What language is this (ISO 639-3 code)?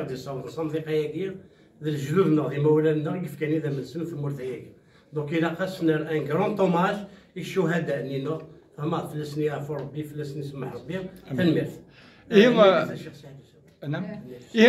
kab